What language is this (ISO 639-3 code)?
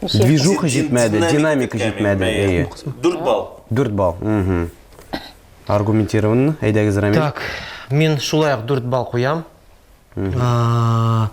tat